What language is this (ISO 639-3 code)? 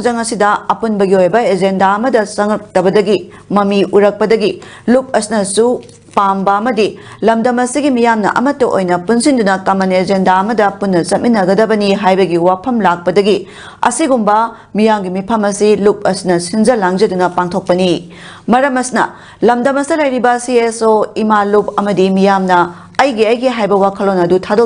mni